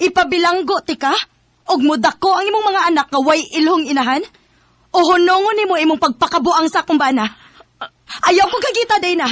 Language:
Cebuano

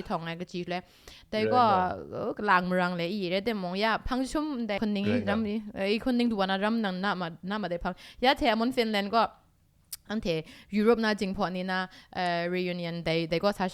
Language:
Kachin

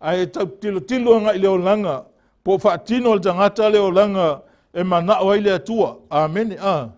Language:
Samoan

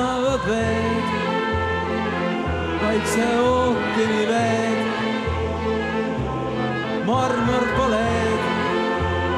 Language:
Estonian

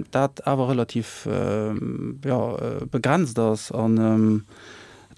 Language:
Luxembourgish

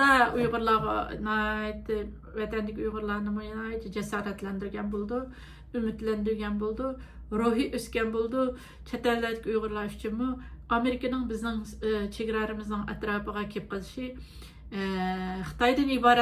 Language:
Uyghur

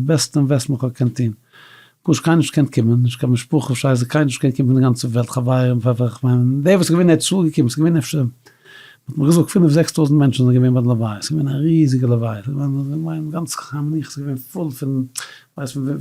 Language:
Yiddish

